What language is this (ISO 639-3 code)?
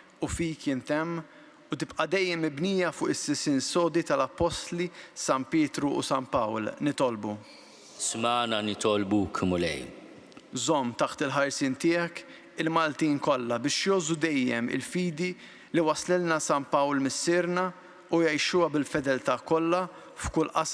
mlt